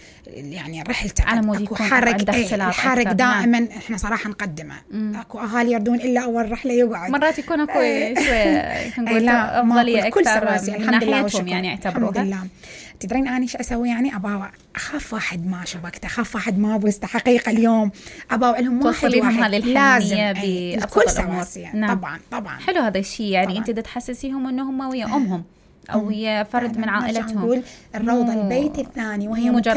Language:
Mesopotamian Arabic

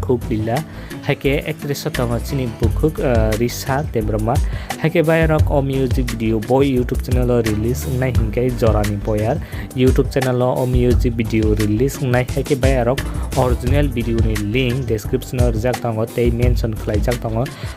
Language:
Kok Borok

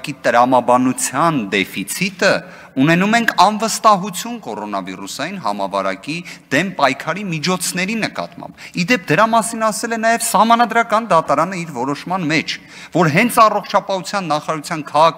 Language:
Armenian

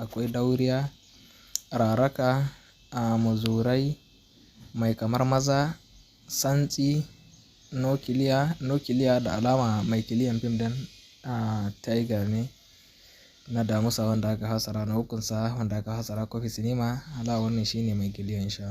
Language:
Hausa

